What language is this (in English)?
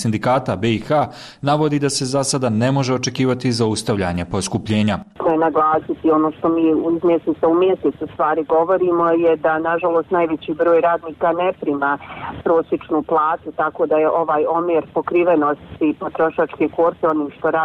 Bosnian